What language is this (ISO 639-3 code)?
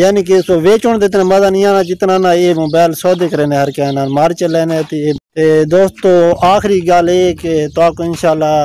skr